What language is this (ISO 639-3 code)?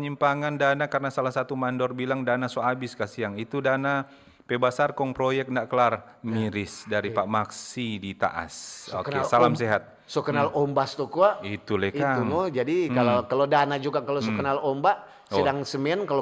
xmm